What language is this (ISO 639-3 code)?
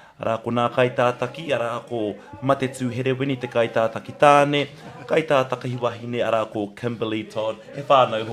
mri